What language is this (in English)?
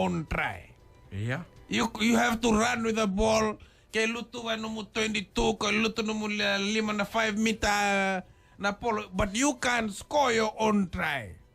Fijian